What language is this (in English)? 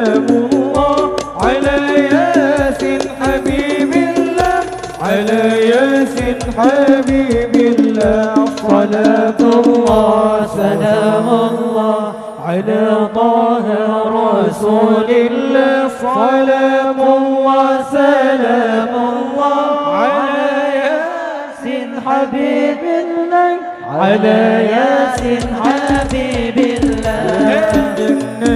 Banjar